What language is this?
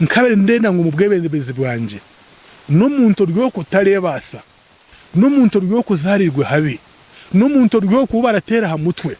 Nyankole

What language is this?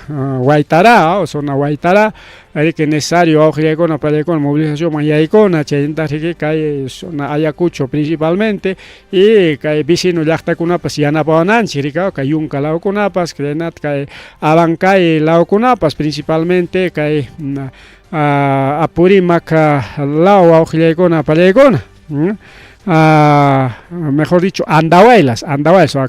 Ayacucho Quechua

